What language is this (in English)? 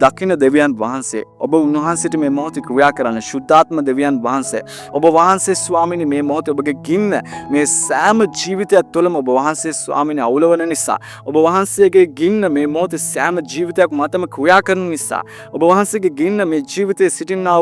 Sinhala